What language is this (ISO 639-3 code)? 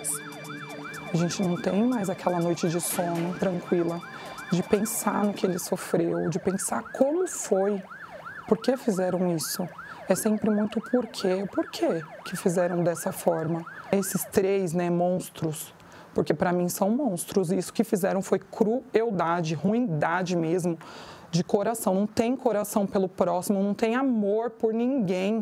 por